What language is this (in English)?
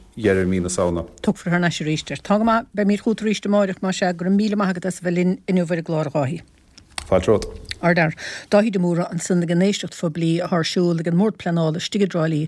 Irish